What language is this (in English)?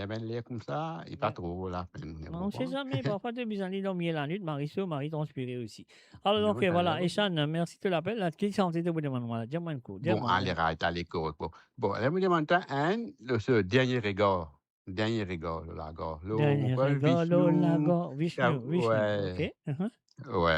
Morisyen